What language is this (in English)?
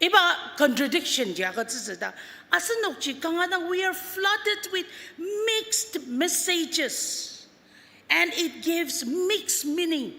Ao Naga